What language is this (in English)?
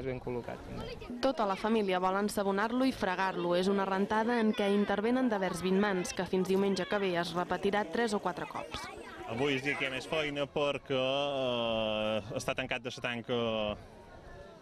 Catalan